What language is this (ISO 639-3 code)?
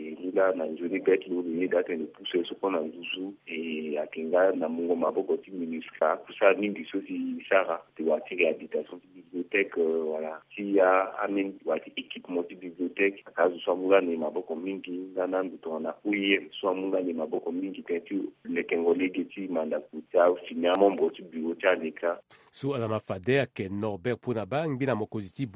sag